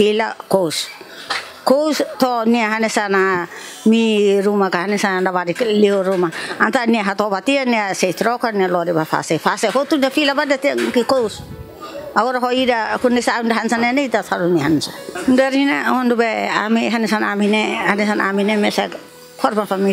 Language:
Tetum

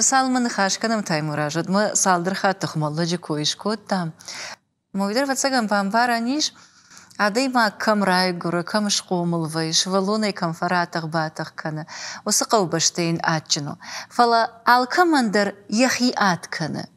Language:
Ossetic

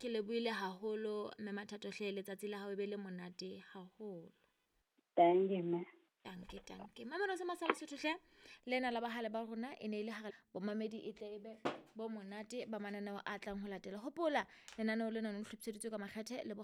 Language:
Southern Sotho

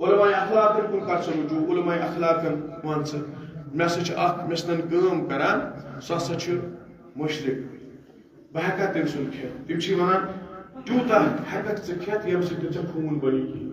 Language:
Kashmiri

